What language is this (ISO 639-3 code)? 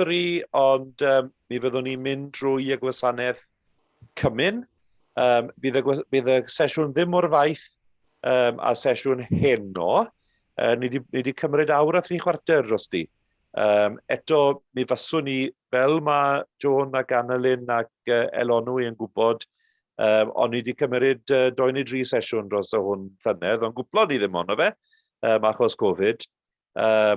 cym